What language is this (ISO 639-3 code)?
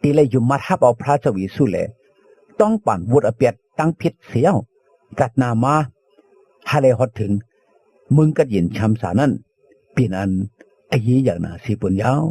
shn